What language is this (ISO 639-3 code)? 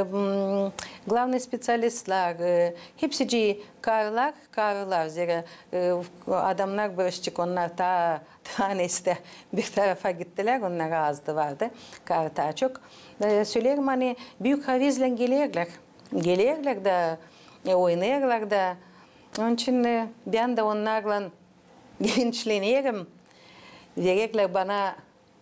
gag